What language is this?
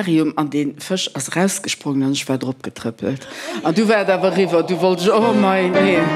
Luxembourgish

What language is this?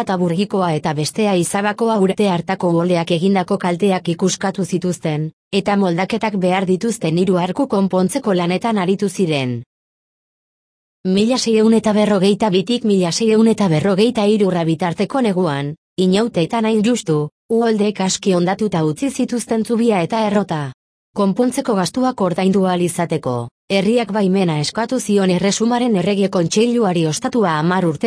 Basque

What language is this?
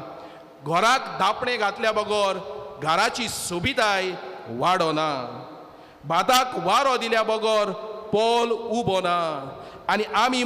Konkani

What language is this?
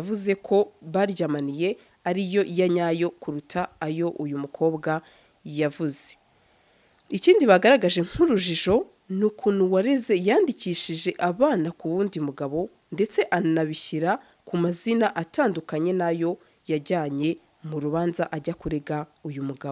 Kinyarwanda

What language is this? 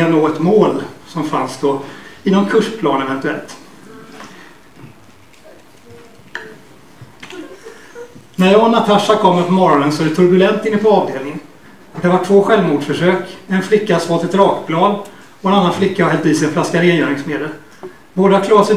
Swedish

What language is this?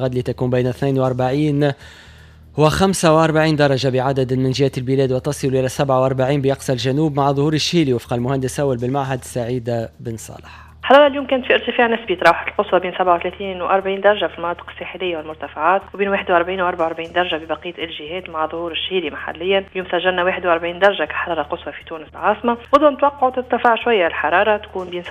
Tunisian Arabic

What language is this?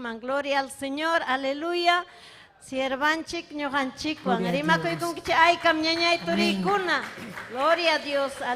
Ayacucho Quechua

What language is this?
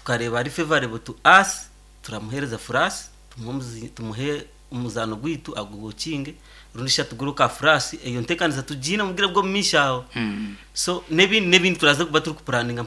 Nyankole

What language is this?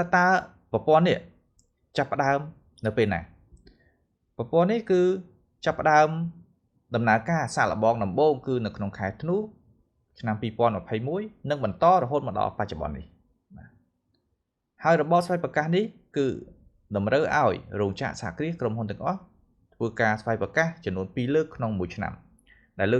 Khmer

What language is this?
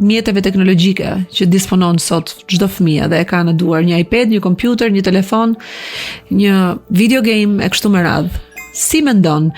Albanian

